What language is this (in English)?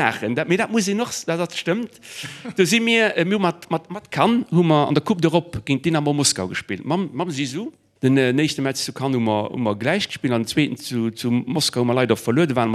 Luxembourgish